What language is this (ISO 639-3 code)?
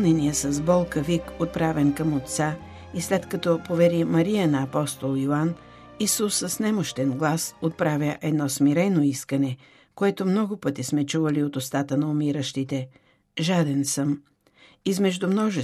bul